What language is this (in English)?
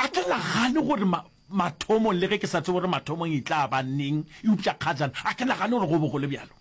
Northern Sotho